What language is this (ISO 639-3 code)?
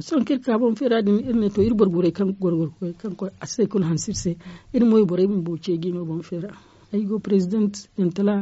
dje